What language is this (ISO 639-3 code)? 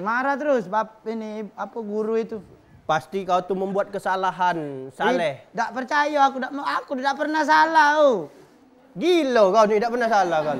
mui